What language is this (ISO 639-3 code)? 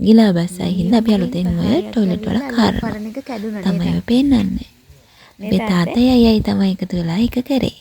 sin